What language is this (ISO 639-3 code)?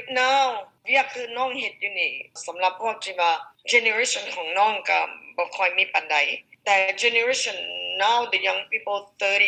lao